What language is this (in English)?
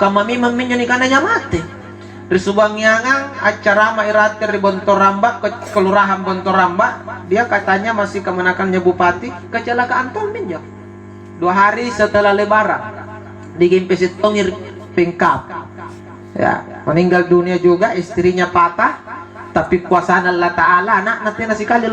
Makasar